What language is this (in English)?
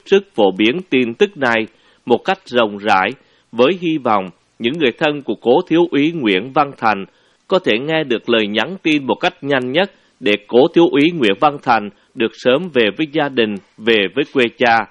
Vietnamese